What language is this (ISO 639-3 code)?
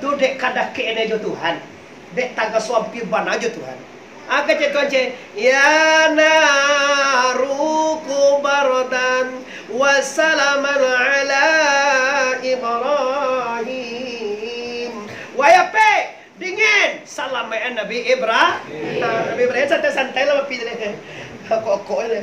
min